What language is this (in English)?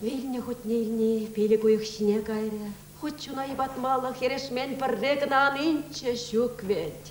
Chuvash